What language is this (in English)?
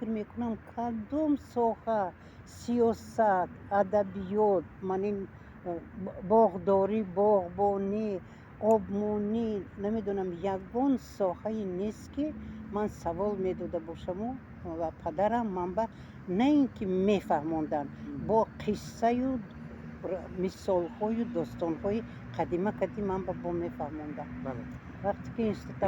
Tajik